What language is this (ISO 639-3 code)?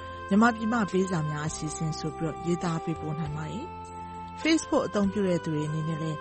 mya